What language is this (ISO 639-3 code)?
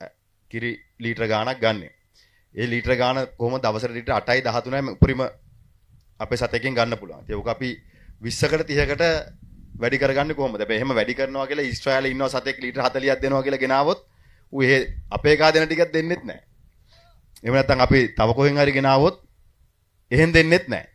sin